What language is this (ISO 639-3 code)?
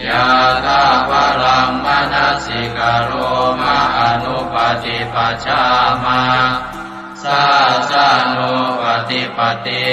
pli